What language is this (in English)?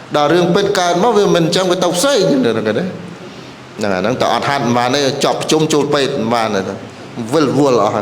Khmer